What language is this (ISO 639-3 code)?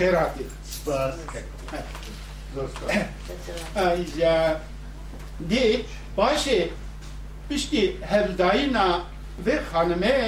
kur